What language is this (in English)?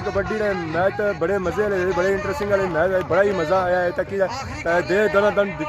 Pahari-Potwari